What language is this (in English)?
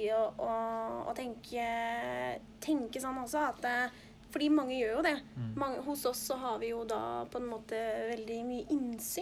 Norwegian